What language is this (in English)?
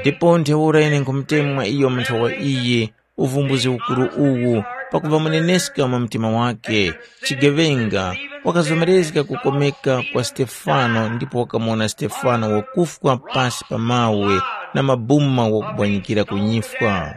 Tumbuka